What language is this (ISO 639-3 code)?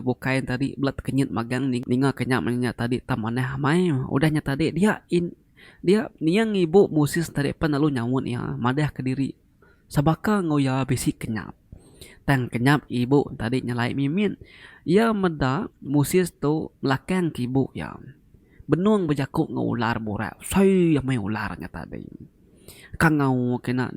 iba